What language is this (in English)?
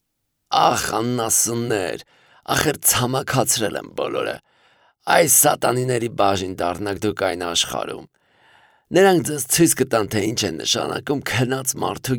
Armenian